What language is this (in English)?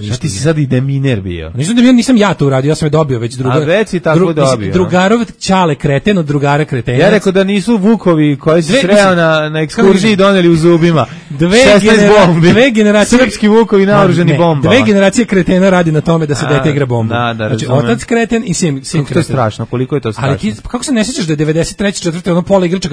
Serbian